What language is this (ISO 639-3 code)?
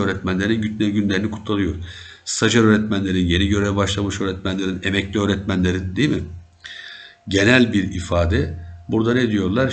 tur